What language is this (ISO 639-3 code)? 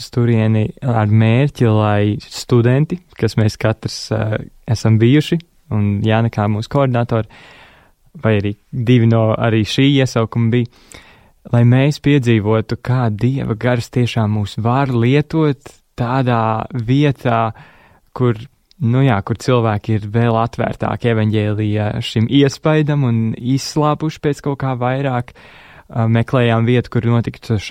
lav